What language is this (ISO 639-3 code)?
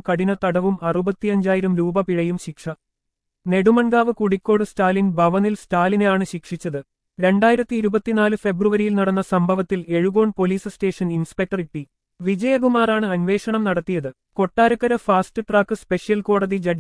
mal